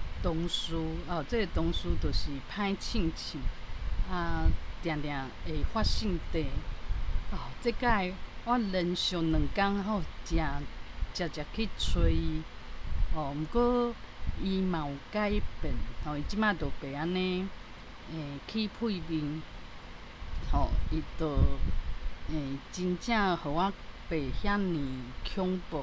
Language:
Min Nan Chinese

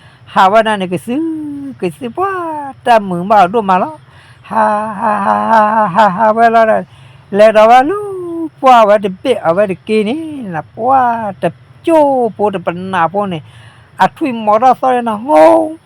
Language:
S'gaw Karen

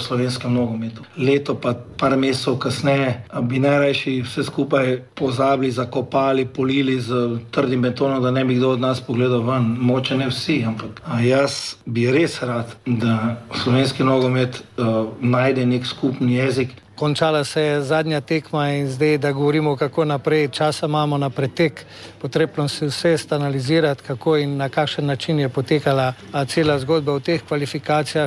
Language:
Slovenian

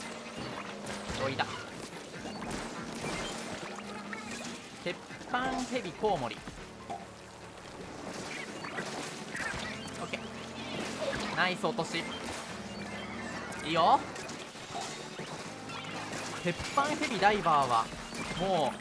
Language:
Japanese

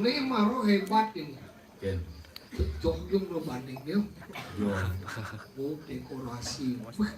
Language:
Balinese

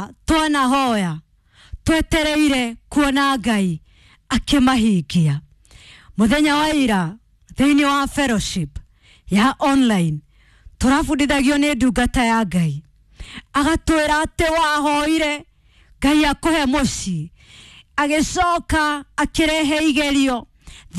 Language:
Kikuyu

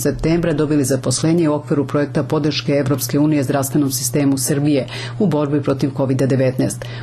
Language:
Serbian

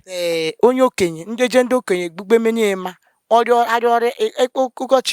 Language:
Igbo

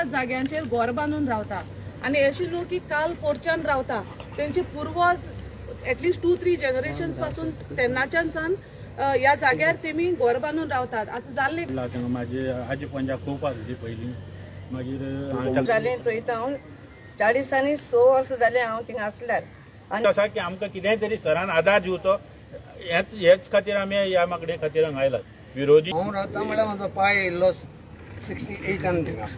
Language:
Konkani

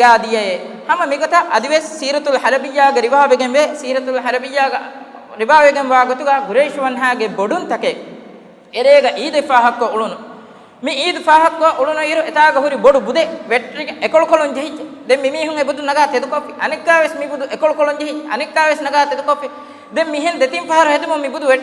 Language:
Divehi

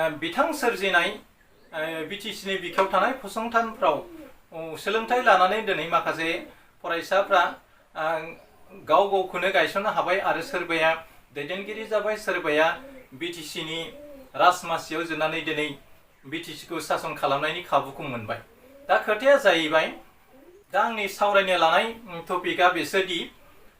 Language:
Bodo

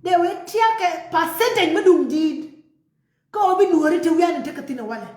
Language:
Nuer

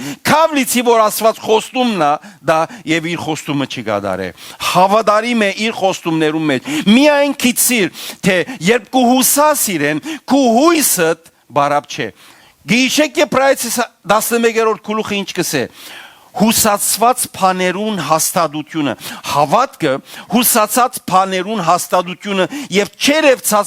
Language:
Western Armenian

